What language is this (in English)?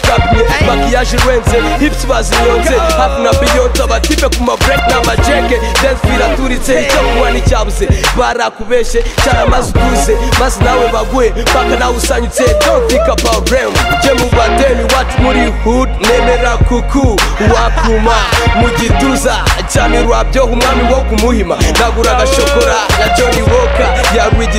Kinyarwanda